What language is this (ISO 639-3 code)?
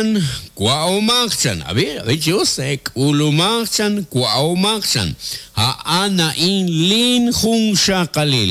kek